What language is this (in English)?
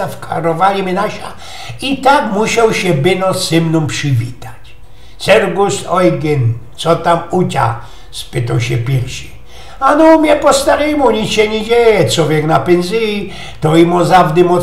Silesian